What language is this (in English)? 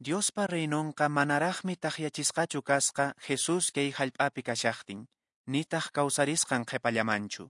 Quechua